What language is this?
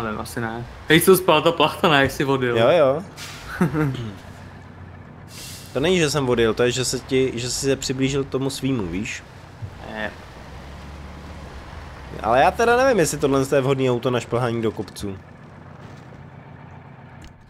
Czech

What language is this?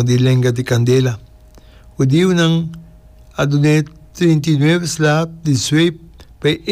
Papiamento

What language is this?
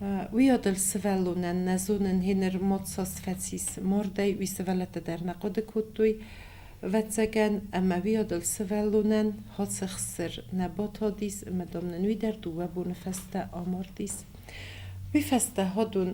Ossetic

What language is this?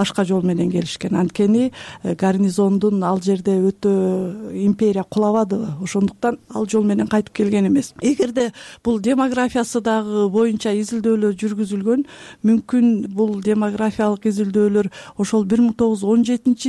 Kyrgyz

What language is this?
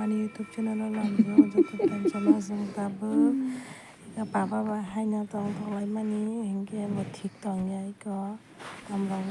Kok Borok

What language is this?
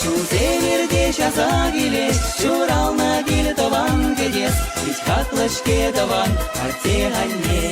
Chuvash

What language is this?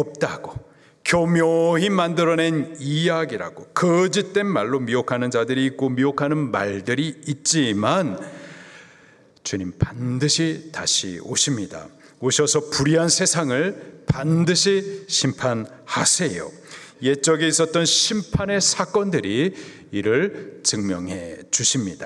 Korean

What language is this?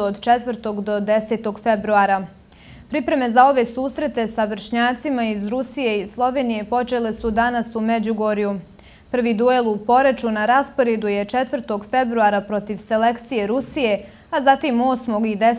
Bosnian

